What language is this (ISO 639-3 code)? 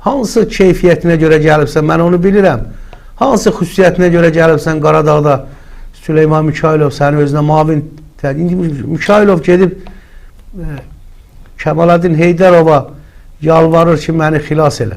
aze